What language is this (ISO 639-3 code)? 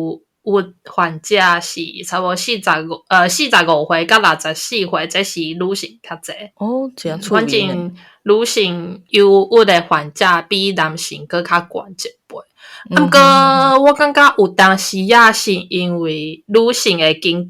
nan